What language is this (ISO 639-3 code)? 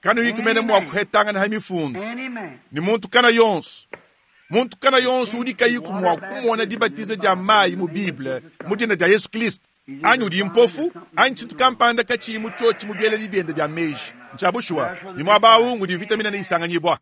lua